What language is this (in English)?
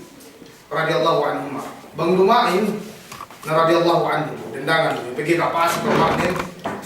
Yakan